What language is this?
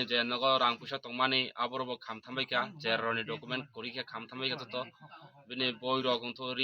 Kok Borok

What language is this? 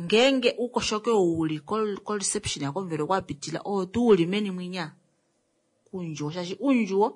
Kuanyama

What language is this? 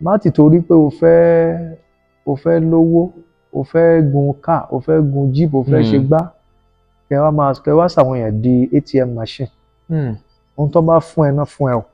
Yoruba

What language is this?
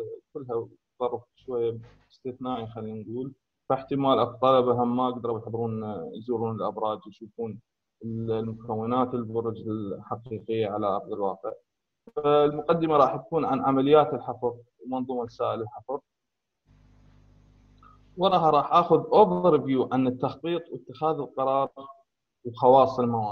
Mesopotamian Arabic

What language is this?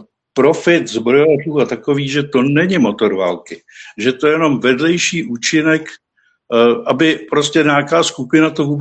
Czech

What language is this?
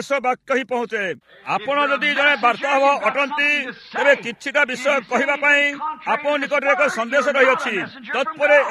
Odia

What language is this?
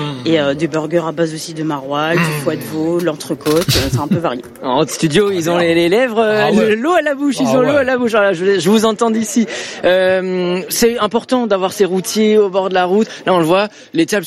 French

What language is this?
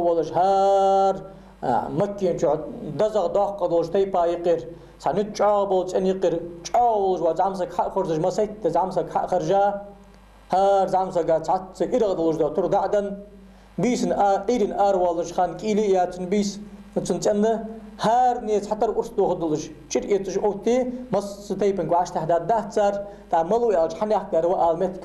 Ingush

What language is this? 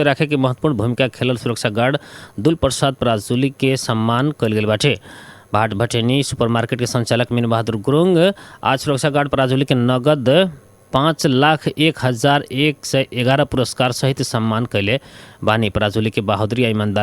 Bhojpuri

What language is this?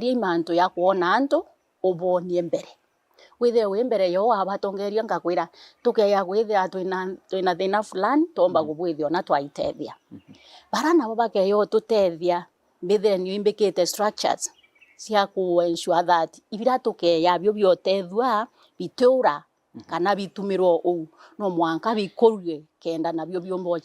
Meru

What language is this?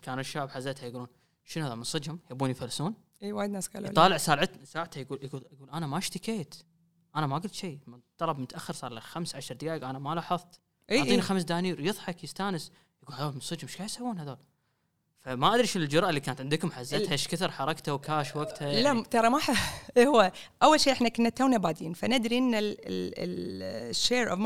Gulf Arabic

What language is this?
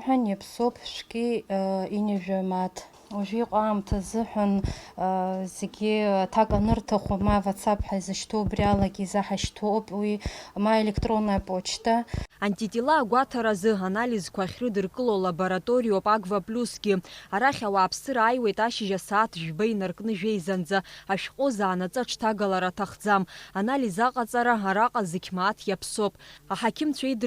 Abkhazian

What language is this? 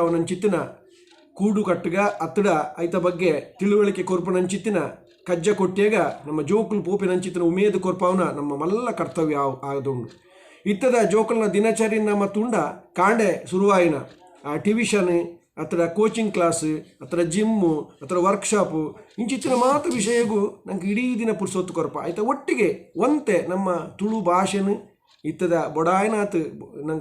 Tulu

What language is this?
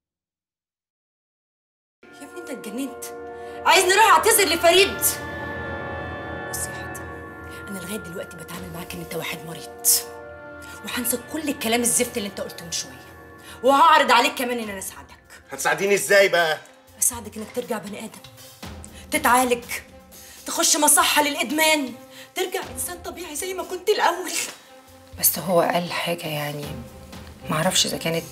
Egyptian Arabic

